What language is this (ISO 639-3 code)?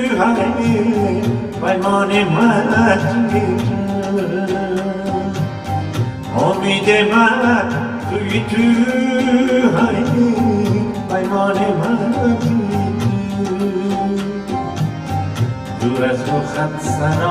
fas